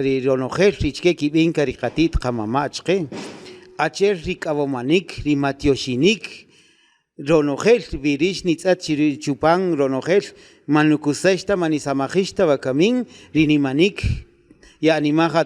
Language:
Kaqchikel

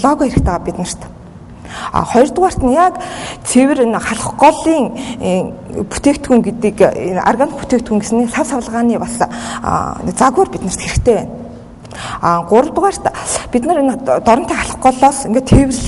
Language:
Mongolian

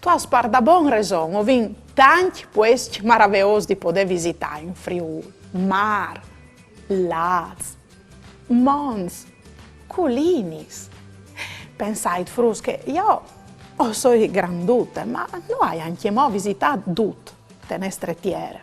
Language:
Friulian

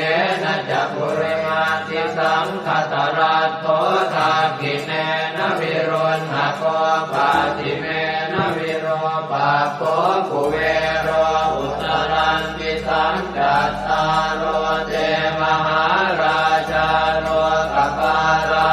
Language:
Pali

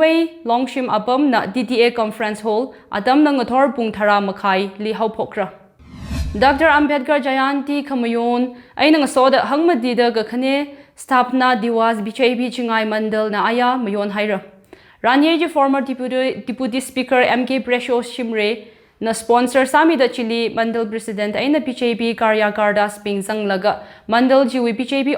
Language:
Tangkhul Naga (India)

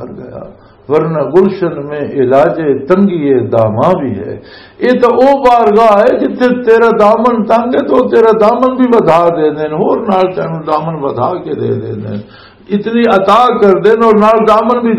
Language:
Western Panjabi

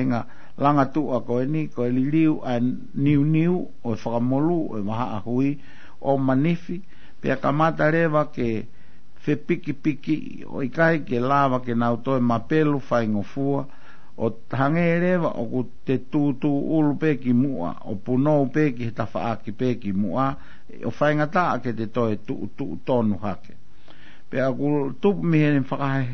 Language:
Tongan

